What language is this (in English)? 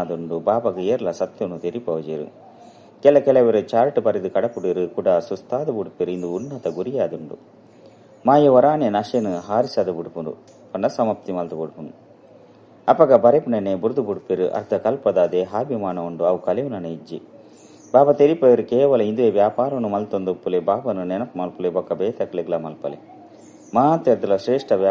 Tulu